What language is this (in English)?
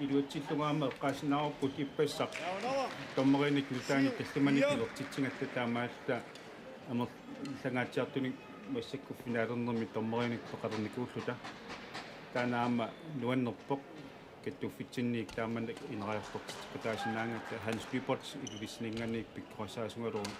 Kalaallisut